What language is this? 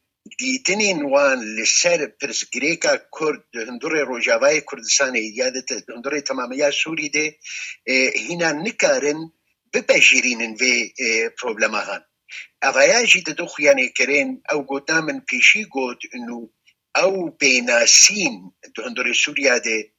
Kurdish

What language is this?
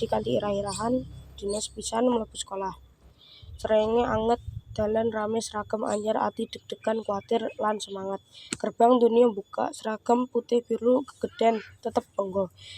Javanese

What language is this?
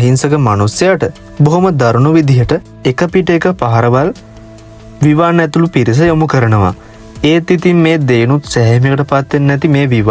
Sinhala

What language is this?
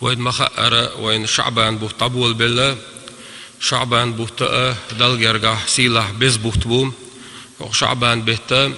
Chechen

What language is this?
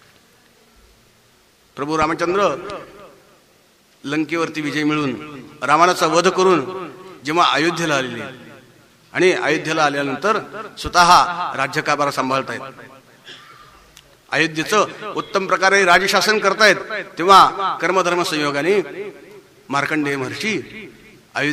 Marathi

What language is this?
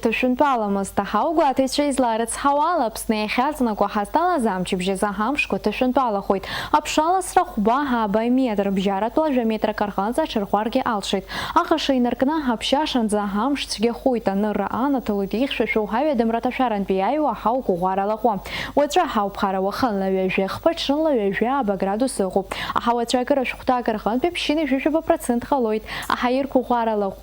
Abkhazian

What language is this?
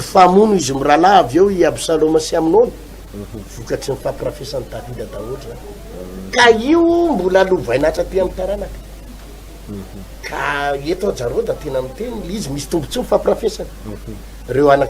Malagasy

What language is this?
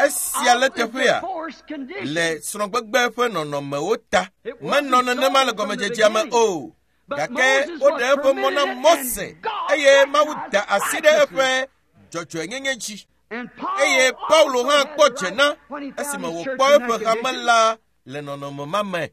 Ewe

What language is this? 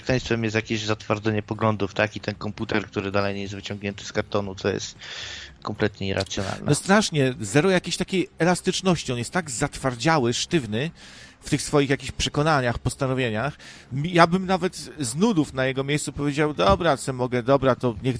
Polish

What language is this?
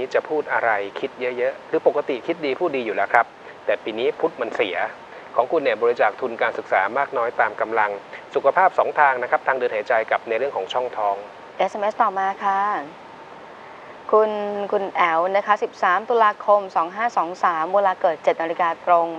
Thai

